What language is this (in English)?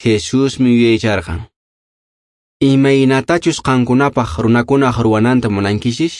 Quechua